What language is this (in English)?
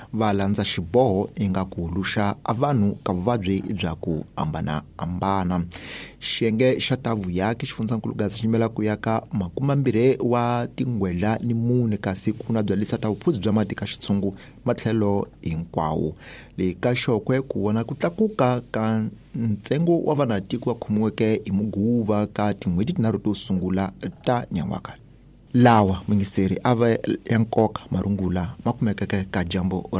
Tsonga